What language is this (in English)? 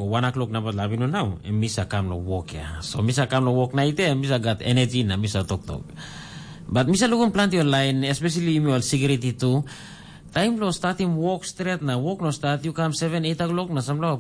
Tok Pisin